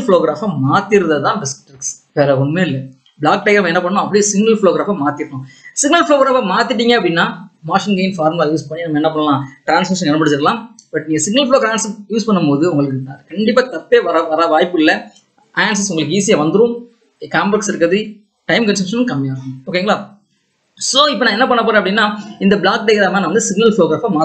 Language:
Tamil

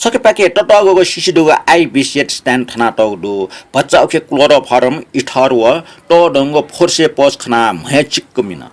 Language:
Newari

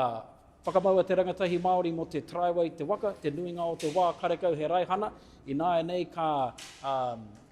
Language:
Māori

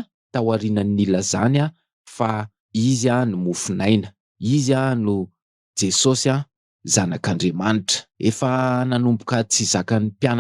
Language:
Malagasy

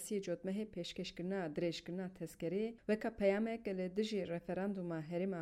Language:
Kurdish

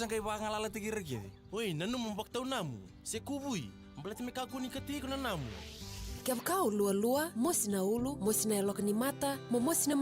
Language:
Fijian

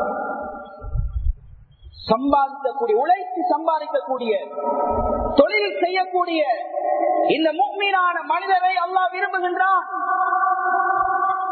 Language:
Tamil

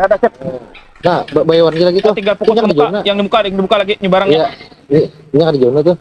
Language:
Banjar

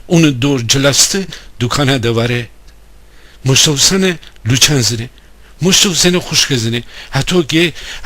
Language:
Gilaki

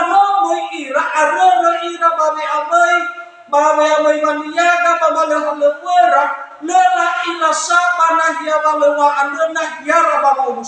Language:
Nias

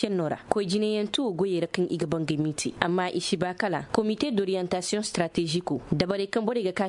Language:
Koyraboro Senni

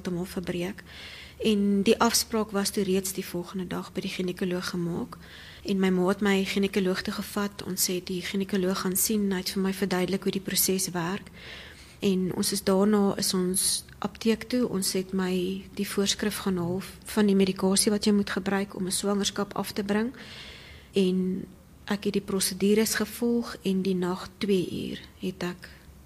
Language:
Afrikaans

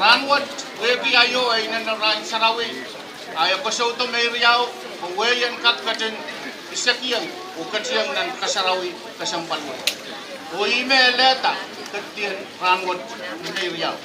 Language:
Pohnpeian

